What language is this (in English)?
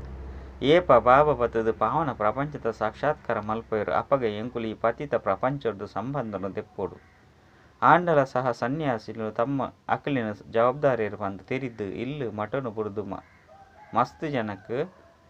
Tulu